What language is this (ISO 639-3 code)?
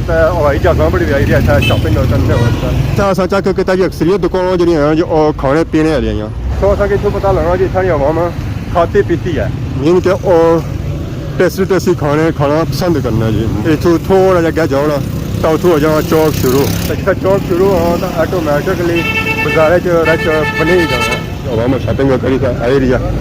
phr